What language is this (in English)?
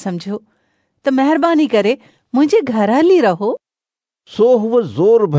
Sindhi